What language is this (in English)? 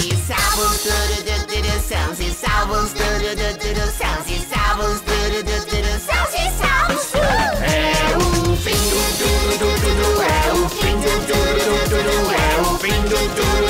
Portuguese